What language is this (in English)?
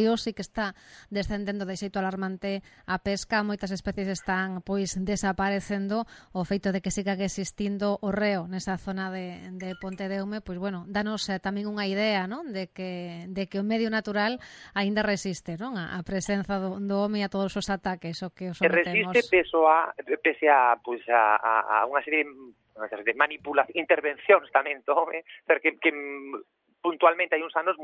Galician